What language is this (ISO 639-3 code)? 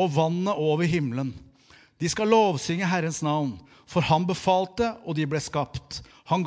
nor